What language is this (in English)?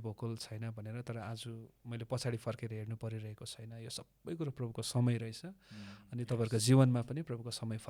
Nepali